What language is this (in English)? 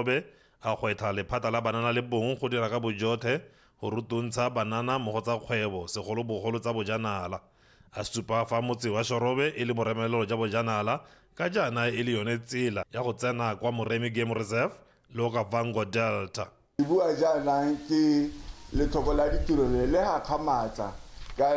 Tswana